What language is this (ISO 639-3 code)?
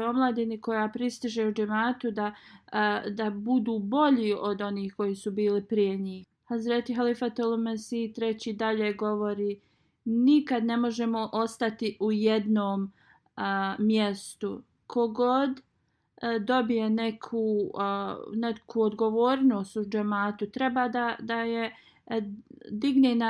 bos